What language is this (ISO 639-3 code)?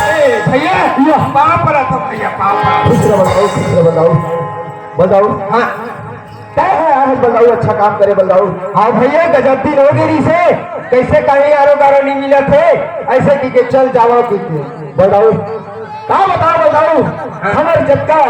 hne